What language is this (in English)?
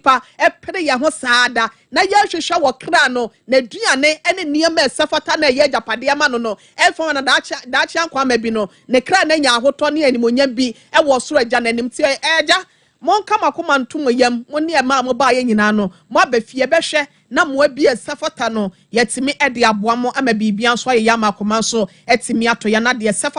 Akan